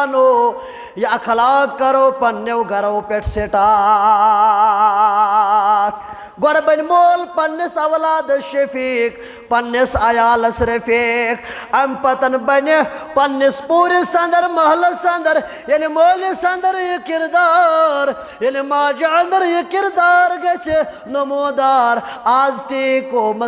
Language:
Kashmiri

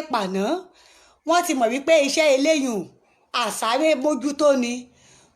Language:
Yoruba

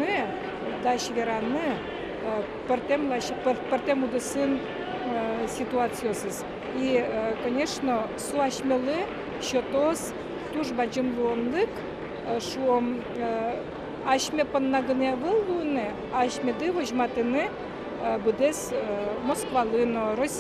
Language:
Udmurt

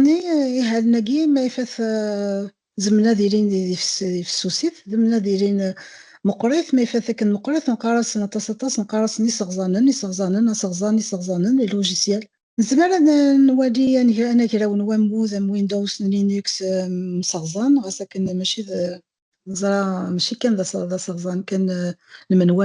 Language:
Kabyle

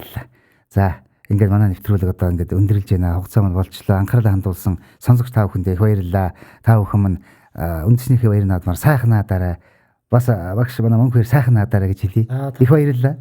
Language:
Mongolian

